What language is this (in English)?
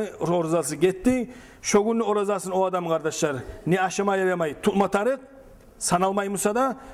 Kumyk